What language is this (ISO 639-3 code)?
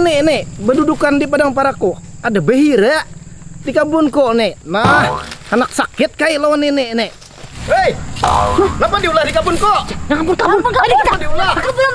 bjn